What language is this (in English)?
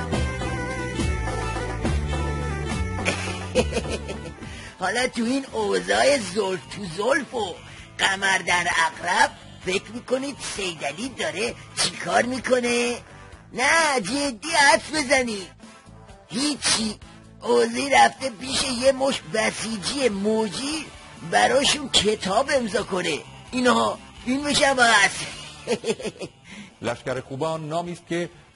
Persian